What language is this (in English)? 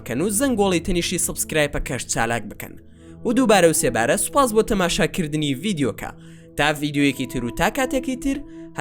Central Kurdish